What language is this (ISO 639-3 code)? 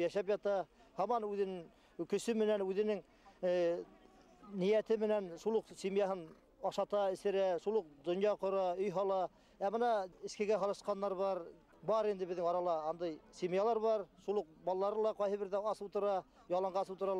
bak